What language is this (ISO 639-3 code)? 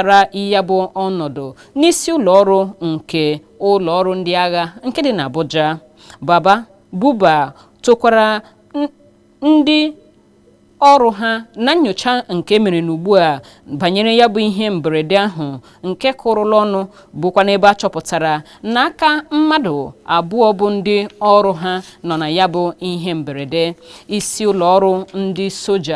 ibo